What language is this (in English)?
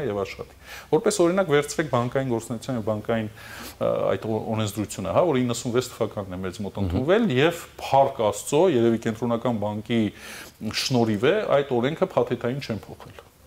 Armenian